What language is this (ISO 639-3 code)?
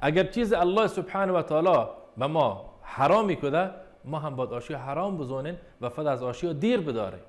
bal